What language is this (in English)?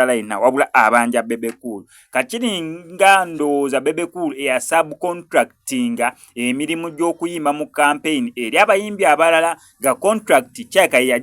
Ganda